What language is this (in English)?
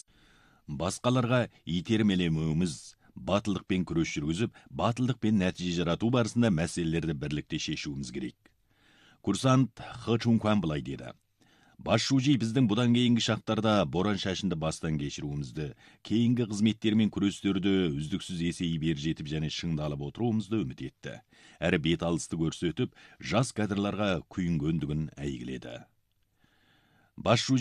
Kazakh